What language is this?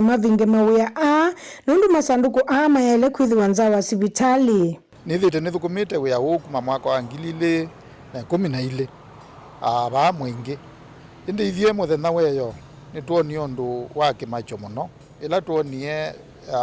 Kamba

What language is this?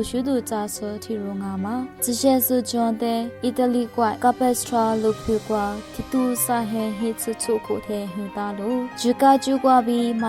Lisu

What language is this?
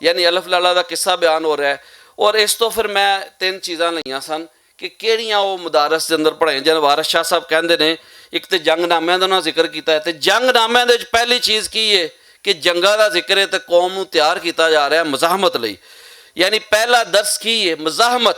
Western Panjabi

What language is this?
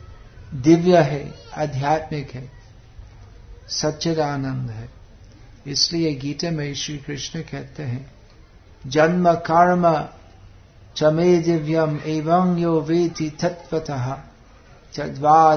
Hindi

